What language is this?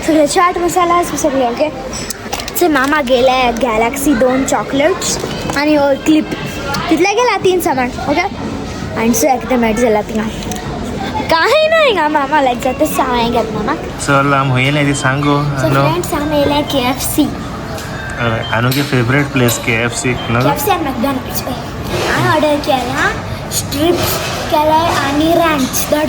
Konkani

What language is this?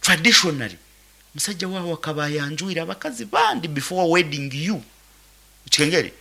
Nyankole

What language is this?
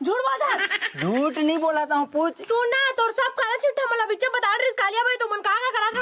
Chhattisgarhi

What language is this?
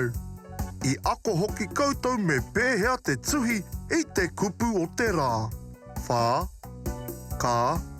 Māori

